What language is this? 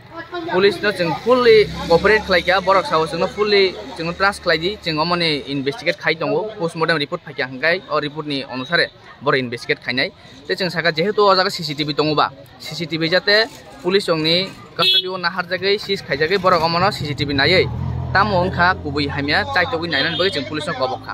Kok Borok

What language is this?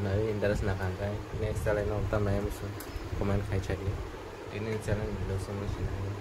Kok Borok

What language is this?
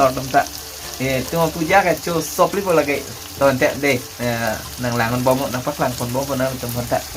Karbi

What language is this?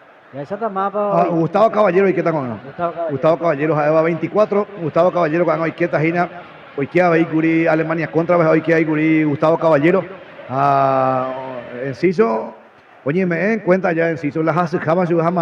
Guarani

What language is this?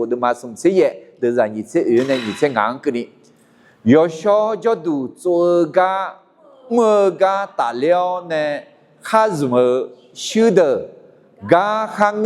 Akha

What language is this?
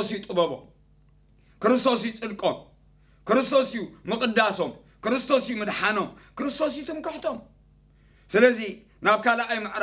Tigrinya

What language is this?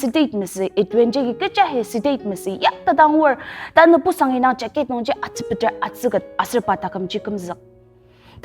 Ao Naga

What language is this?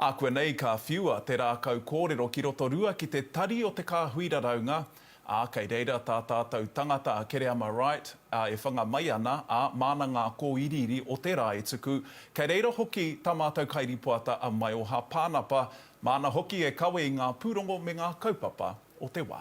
Māori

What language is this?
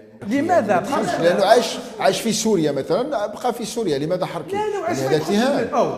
Algerian Arabic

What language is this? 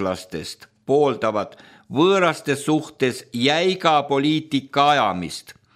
Estonian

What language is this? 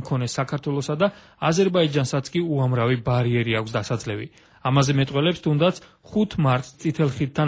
Georgian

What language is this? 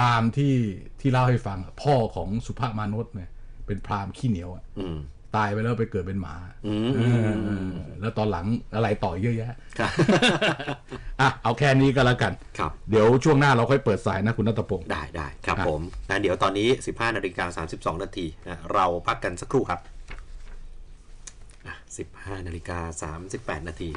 Thai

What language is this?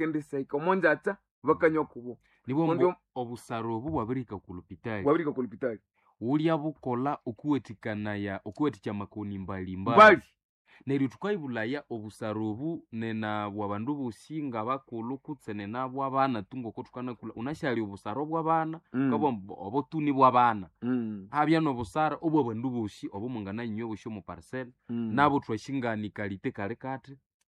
Nande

